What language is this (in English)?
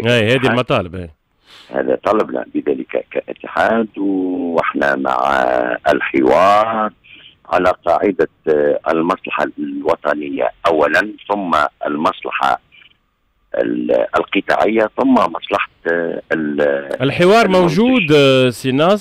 Tunisian Arabic